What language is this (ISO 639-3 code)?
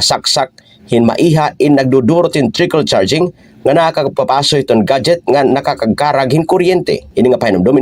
war